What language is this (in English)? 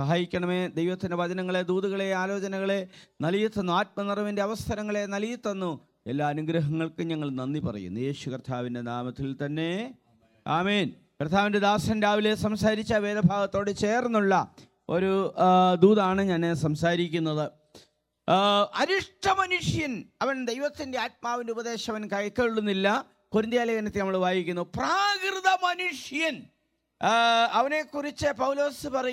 Malayalam